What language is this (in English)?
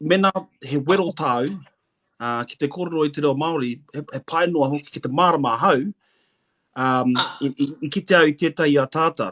Māori